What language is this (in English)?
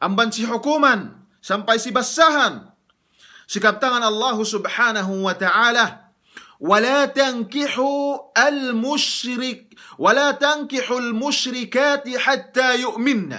Yakan